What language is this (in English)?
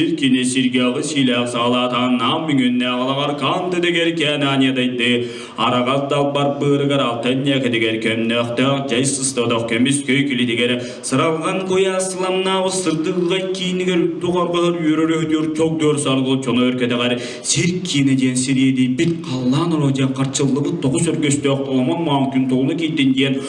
Yakut